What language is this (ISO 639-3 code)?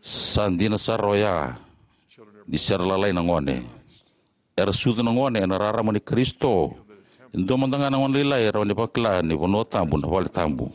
fij